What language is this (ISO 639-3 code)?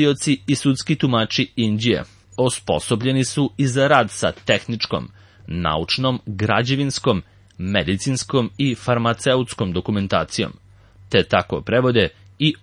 srp